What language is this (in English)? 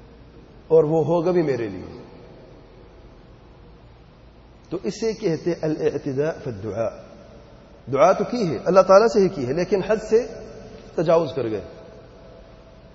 Urdu